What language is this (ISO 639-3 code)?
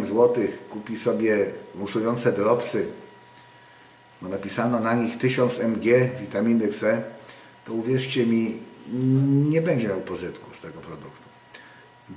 pol